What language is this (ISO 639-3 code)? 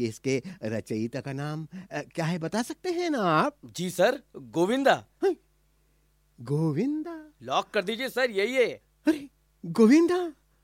hin